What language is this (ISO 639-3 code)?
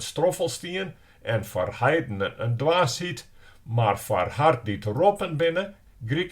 fry